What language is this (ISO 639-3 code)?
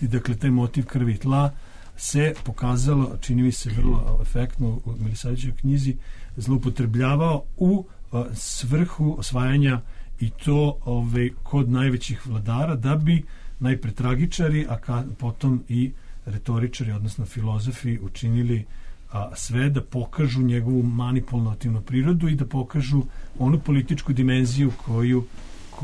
srp